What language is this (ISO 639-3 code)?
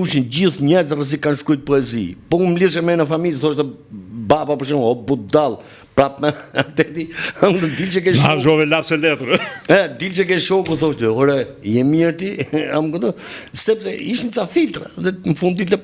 sqi